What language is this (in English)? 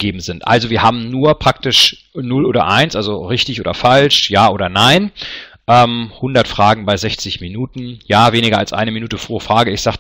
German